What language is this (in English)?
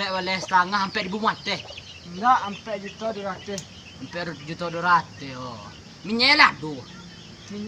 Minangkabau